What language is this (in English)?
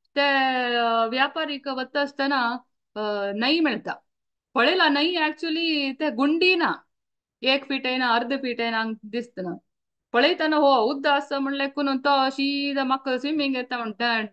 Konkani